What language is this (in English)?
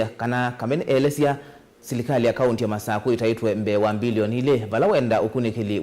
Kamba